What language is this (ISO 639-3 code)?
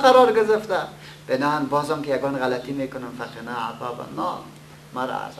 fas